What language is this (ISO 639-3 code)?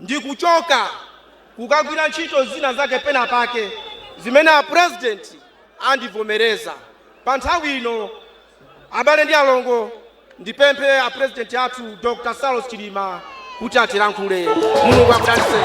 nya